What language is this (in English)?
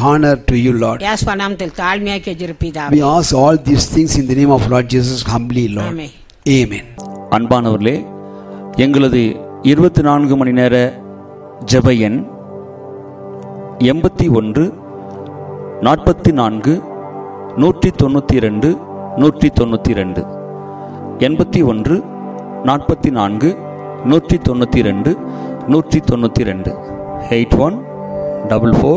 Tamil